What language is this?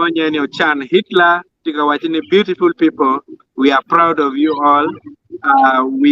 Acoli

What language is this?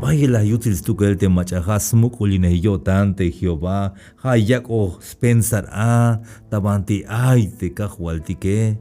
Tzeltal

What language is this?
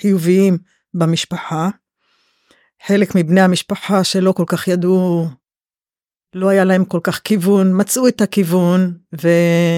Hebrew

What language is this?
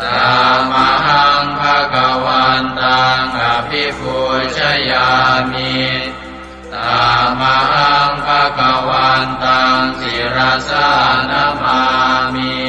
Pali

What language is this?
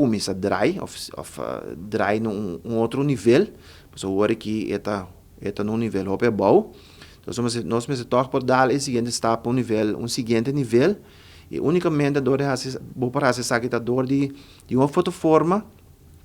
Papiamento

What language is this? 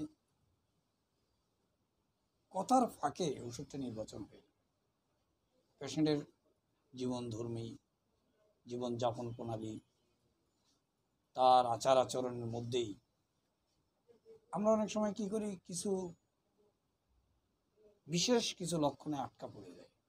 Bangla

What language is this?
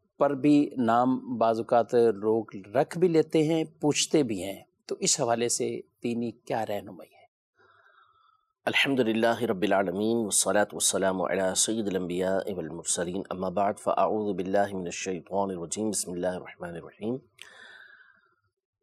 Urdu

